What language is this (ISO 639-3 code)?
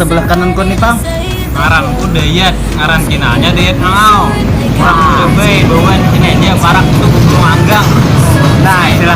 bjn